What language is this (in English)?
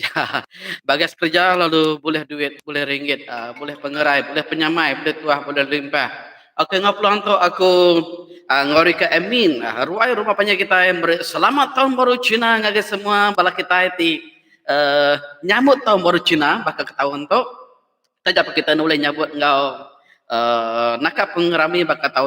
Iban